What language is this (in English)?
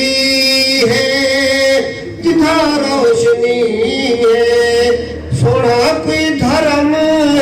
Saraiki